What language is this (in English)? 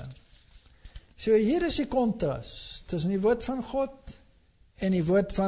Afrikaans